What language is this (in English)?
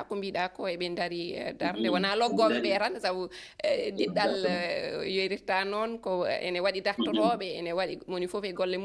Fula